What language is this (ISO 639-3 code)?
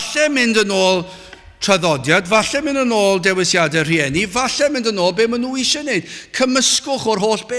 cym